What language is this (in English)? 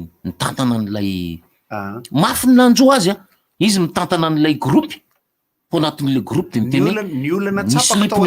Malagasy